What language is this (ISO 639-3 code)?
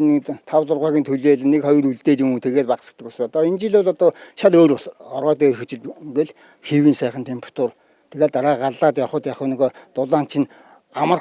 mon